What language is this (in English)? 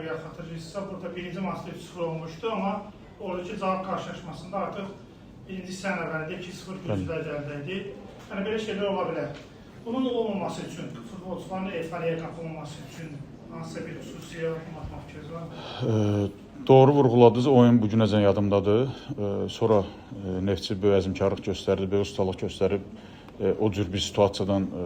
Azerbaijani